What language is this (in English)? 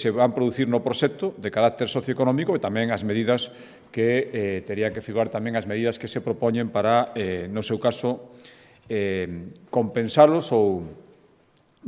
Galician